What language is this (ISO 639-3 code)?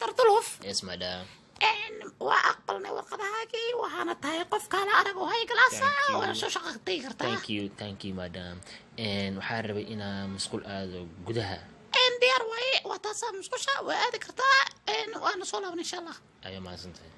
som